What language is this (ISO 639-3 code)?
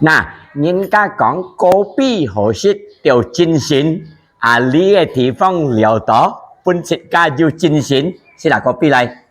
hak